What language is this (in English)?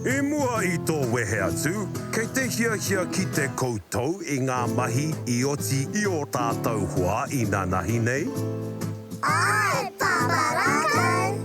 Māori